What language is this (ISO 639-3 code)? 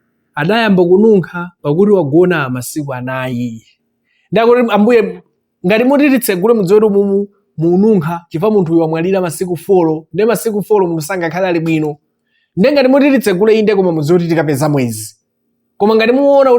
nya